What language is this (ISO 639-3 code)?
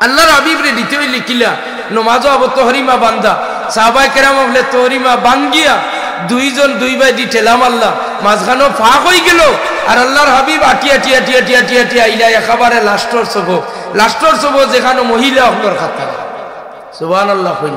syl